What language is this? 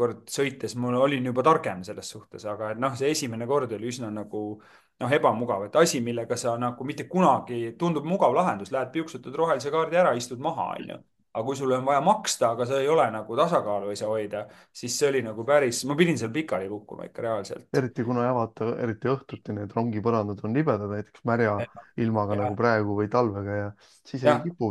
Estonian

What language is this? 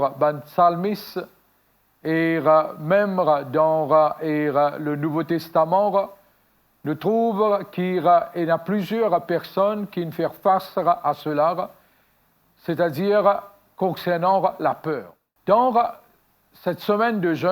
Morisyen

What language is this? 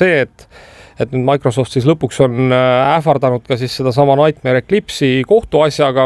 Estonian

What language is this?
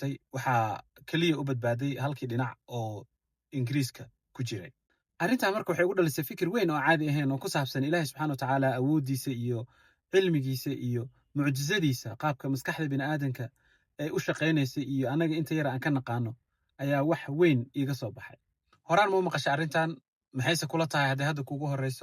Somali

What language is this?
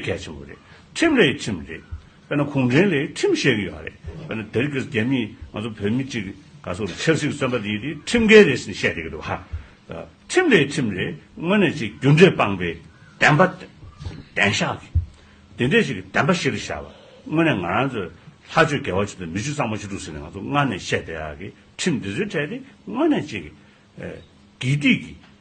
Tibetan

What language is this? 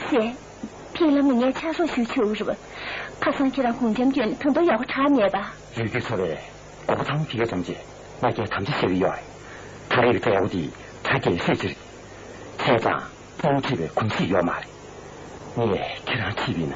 Tibetan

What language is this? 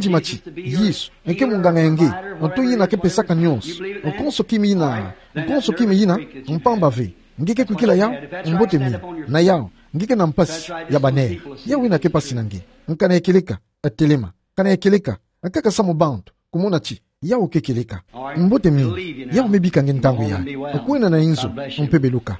Kituba (Democratic Republic of Congo)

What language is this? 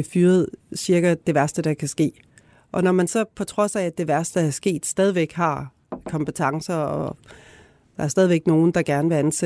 Danish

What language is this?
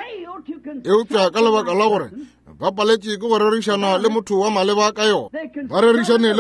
Northern Sotho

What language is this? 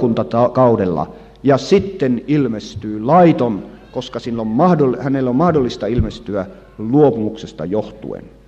Finnish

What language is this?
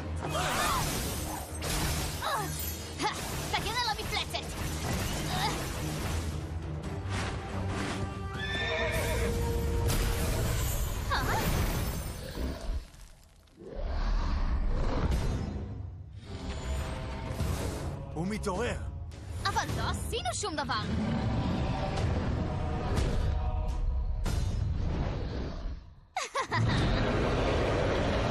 Hebrew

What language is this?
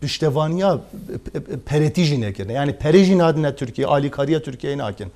Kurdish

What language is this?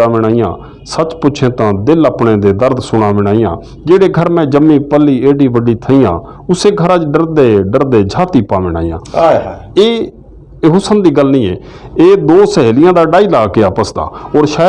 Western Panjabi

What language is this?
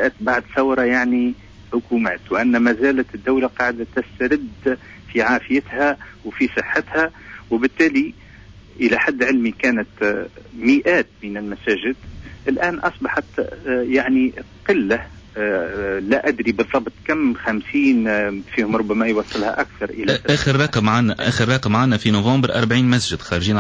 Tunisian Arabic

